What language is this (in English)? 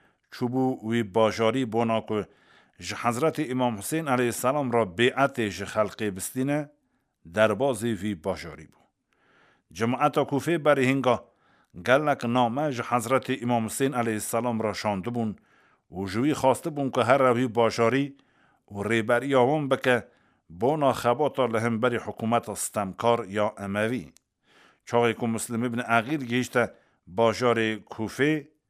Kurdish